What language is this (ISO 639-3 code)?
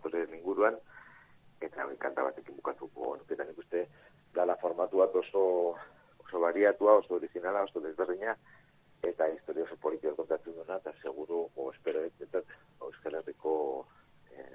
eus